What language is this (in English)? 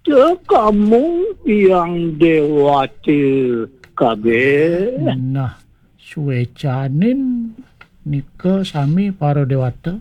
Balinese